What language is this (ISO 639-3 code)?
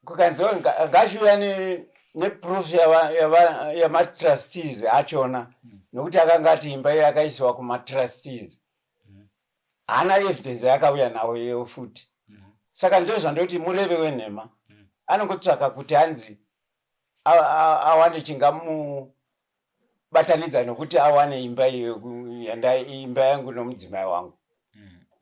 sna